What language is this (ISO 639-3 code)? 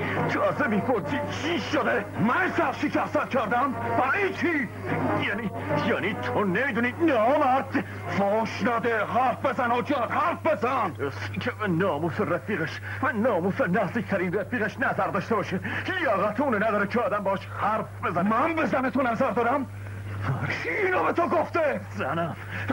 fas